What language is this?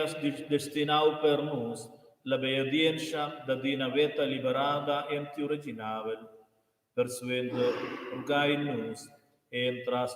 Romansh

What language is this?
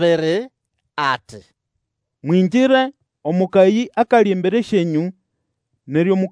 Nande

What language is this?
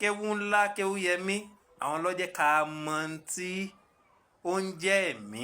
Yoruba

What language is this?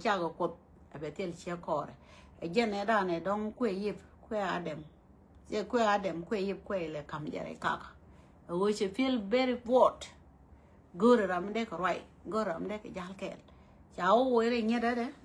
Nuer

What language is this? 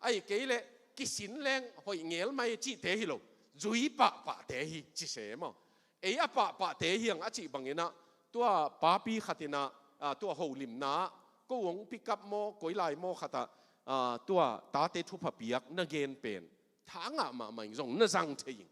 Tedim Chin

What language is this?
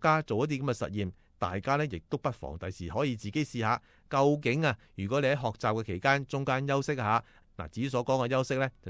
Cantonese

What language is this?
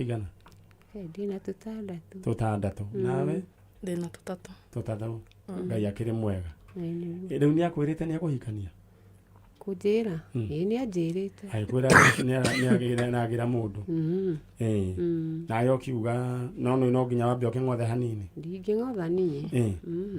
Kikuyu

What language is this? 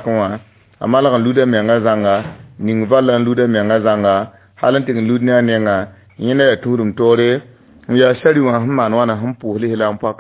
Mossi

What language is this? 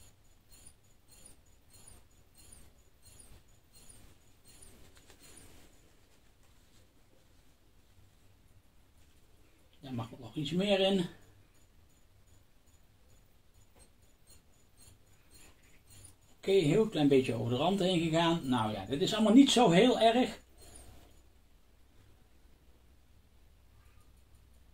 Dutch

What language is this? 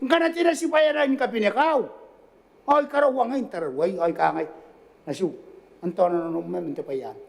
Gilbertese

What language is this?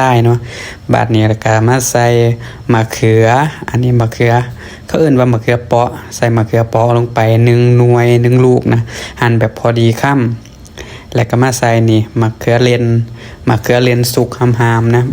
Northeastern Thai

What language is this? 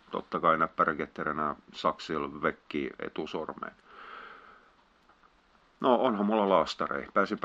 Finnish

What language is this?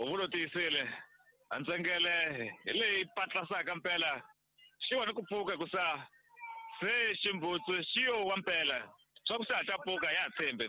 Tsonga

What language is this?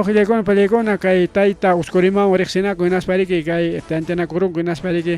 Ayacucho Quechua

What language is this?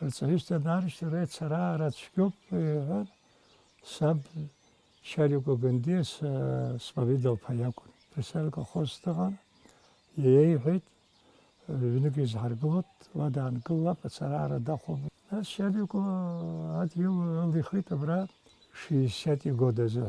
Abkhazian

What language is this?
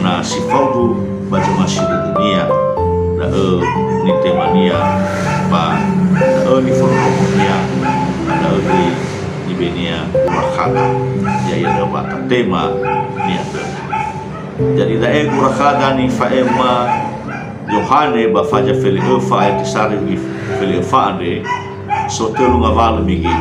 Nias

